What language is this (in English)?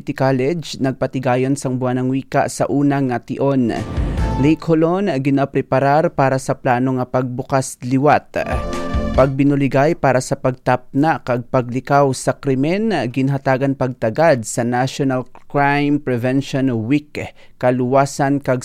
Hiligaynon